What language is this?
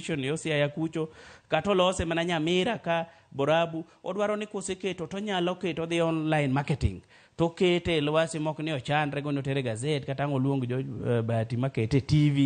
Luo (Kenya and Tanzania)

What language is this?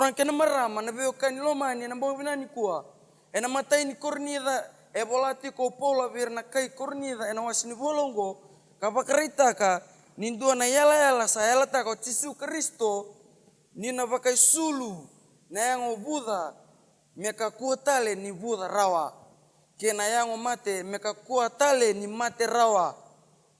Fijian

